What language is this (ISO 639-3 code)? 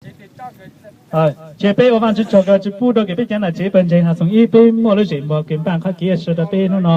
hmn